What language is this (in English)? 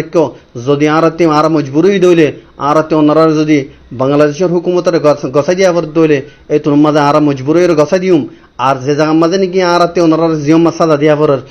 Rohingya